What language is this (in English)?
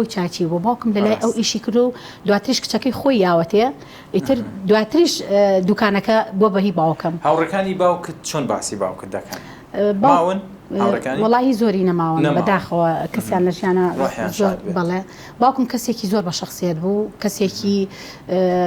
Central Kurdish